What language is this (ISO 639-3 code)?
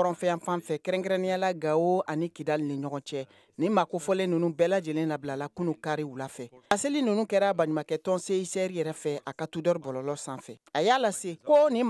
bam